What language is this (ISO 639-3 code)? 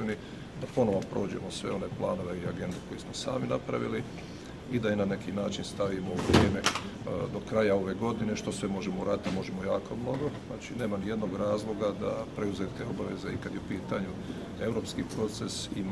bos